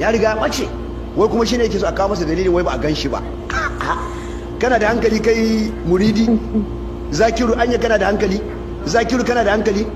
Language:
Hausa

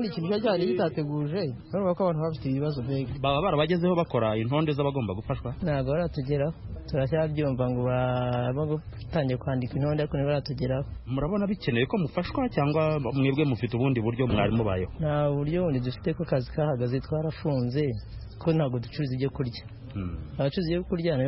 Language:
Kinyarwanda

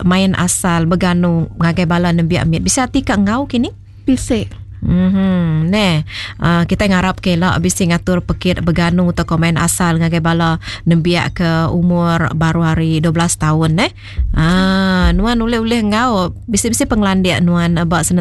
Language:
Iban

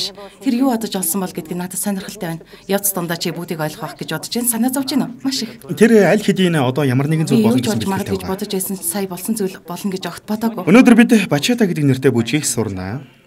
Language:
Mongolian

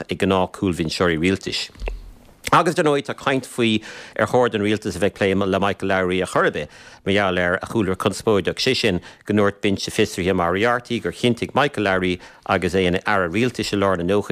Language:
Irish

